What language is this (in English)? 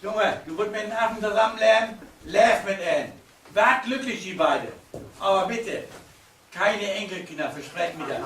Low German